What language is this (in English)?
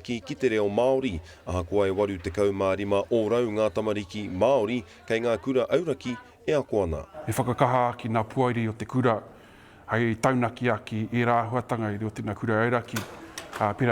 Māori